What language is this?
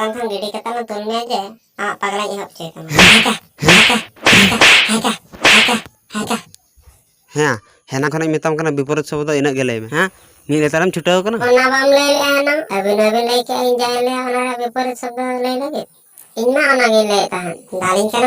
Santali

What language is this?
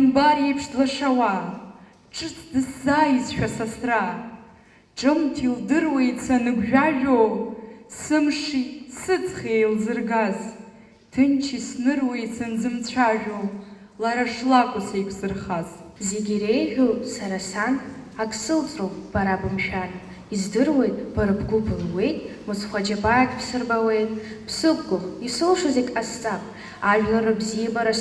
Abkhazian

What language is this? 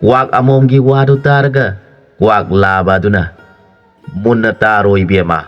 Manipuri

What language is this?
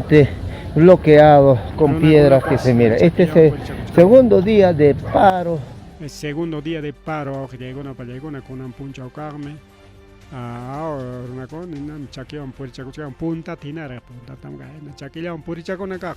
Ayacucho Quechua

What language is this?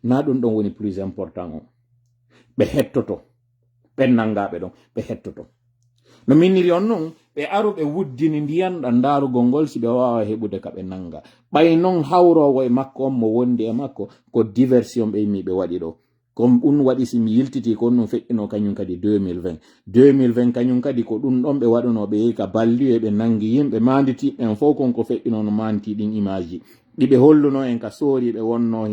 Pular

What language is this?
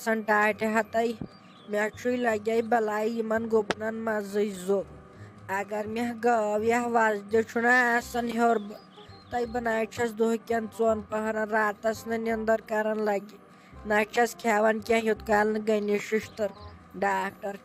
Kashmiri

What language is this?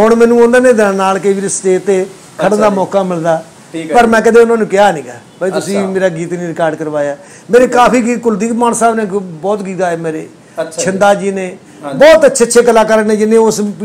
Punjabi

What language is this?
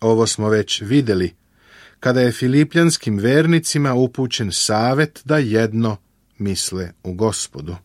Serbian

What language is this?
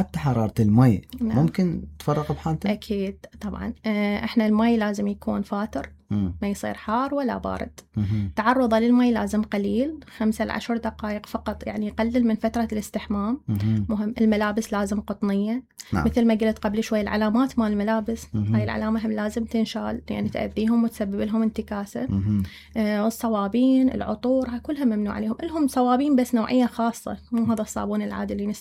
Mesopotamian Arabic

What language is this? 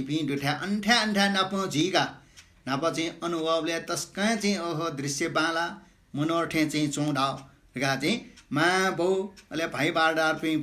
Newari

